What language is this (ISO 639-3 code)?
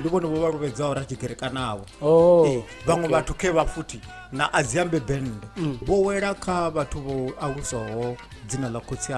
ven